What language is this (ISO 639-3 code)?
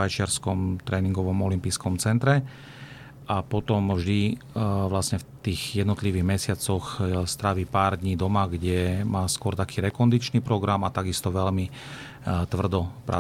slk